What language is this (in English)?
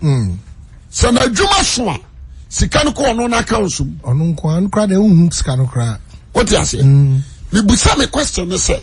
Akan